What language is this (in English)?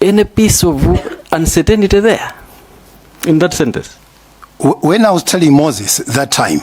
Nyanja